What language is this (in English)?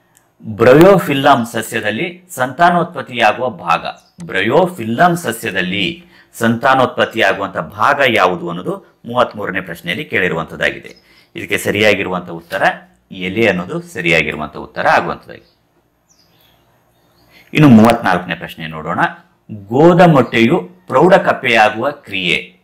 Kannada